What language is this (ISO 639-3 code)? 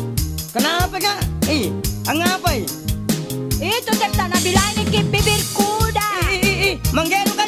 mak